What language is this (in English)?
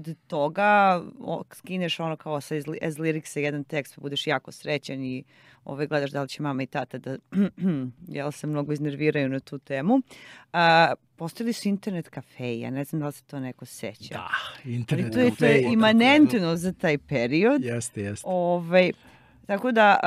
Serbian